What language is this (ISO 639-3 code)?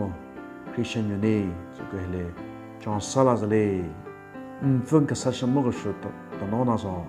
nre